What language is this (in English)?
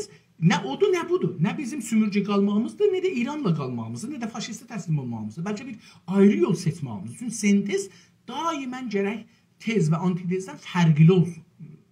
South Azerbaijani